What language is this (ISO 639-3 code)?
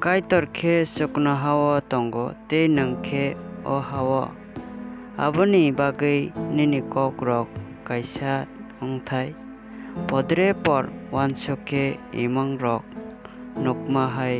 trp